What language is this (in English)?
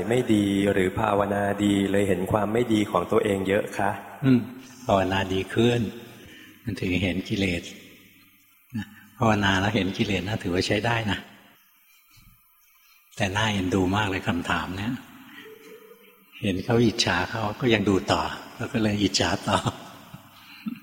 Thai